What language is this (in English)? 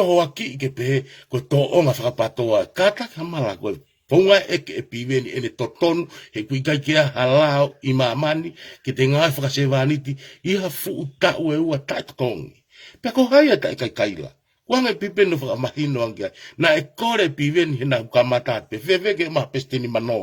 Tongan